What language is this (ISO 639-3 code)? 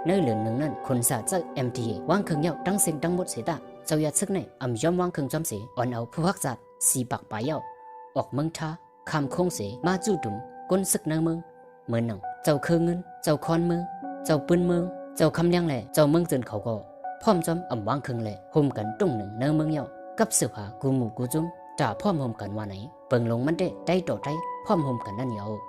shn